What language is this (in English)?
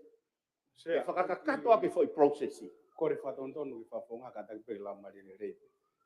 Tongan